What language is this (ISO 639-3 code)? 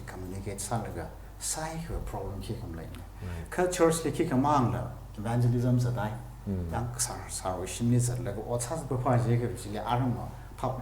nmf